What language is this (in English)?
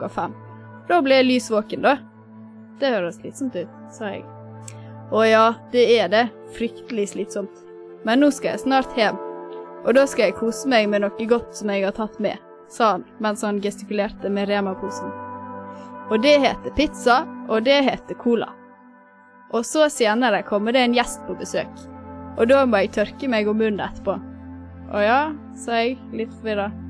Norwegian